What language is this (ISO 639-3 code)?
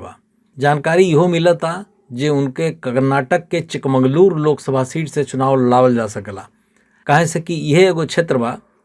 bho